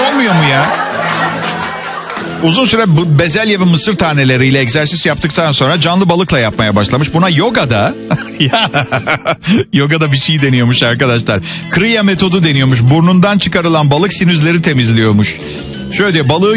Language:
Turkish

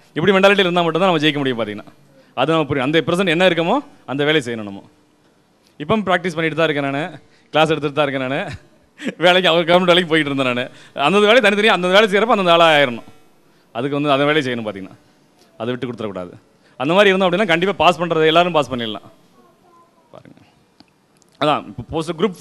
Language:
Tamil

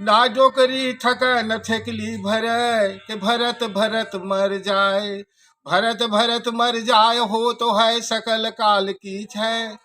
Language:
Chhattisgarhi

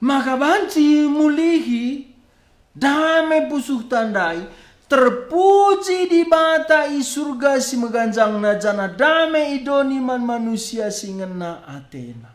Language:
Batak Karo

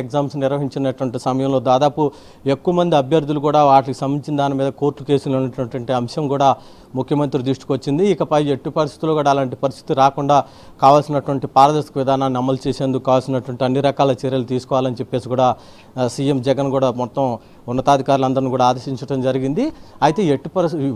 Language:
Telugu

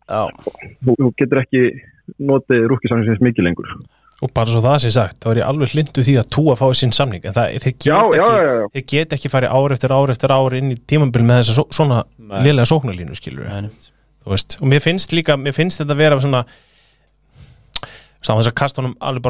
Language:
Icelandic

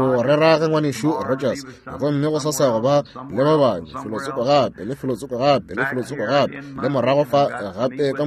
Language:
Northern Sotho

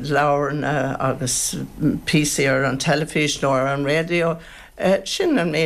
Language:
Irish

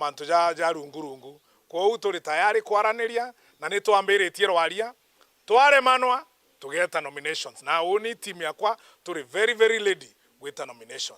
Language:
Meru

